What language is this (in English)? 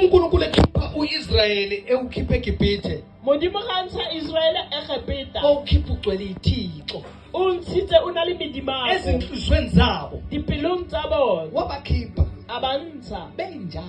Zulu